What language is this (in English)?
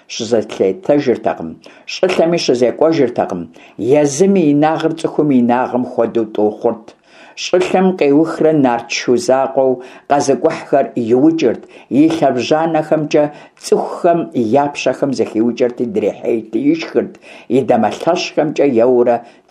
Kabardian